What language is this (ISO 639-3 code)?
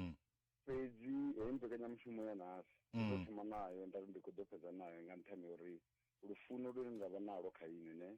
ven